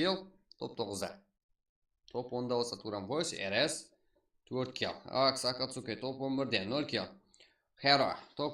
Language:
Kara-Kalpak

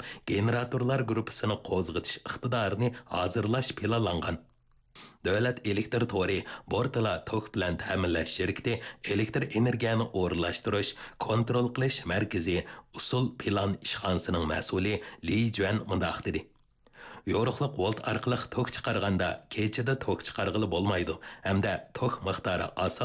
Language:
Uyghur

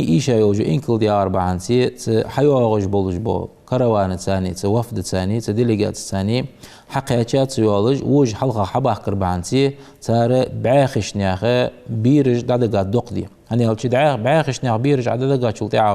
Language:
Ingush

